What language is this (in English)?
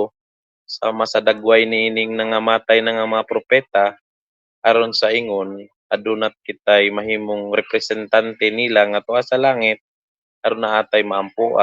Cebuano